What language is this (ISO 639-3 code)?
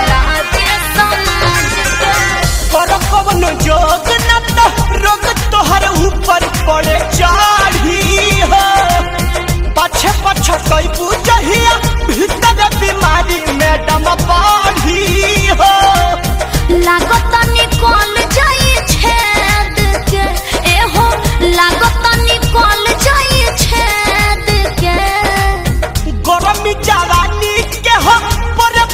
bho